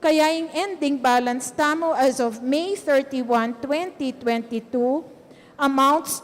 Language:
Pampanga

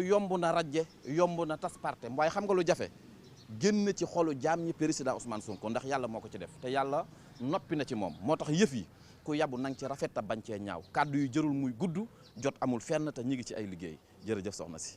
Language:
Wolof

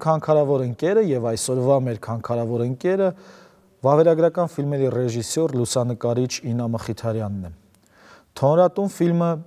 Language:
Armenian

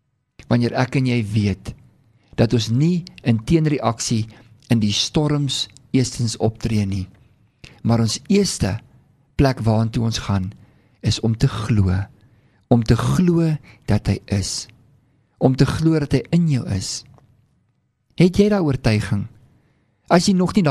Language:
Afrikaans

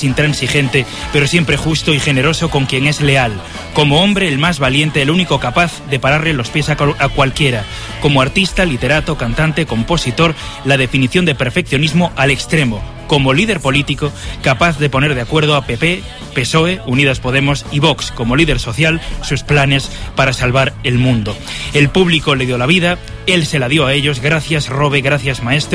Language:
Spanish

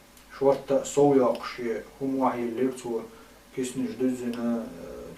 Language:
Chechen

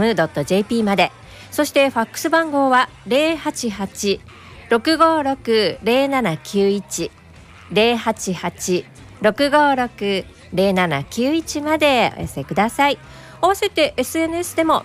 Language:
Japanese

